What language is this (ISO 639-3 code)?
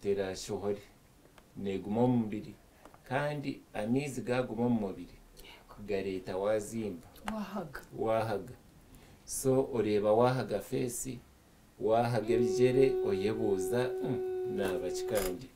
nyn